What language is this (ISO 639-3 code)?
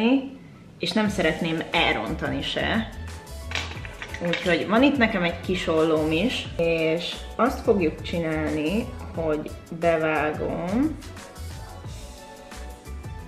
hun